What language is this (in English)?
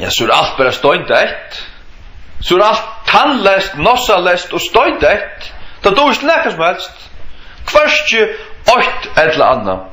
Faroese